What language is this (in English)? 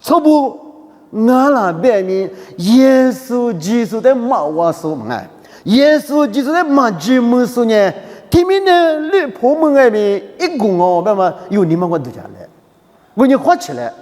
Lisu